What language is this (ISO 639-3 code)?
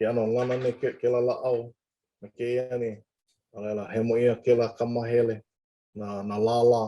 haw